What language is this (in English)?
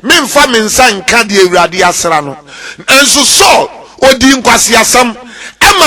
Akan